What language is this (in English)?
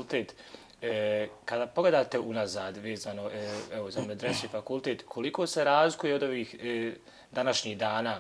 Bosnian